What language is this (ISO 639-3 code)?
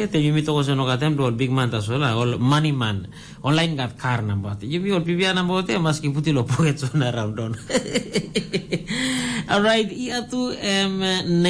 tpi